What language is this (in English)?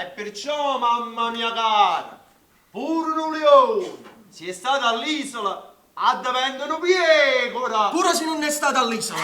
Neapolitan